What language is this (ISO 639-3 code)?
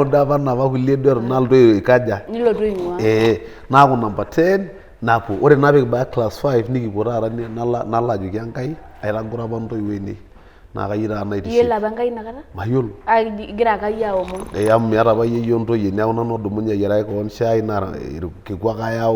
mas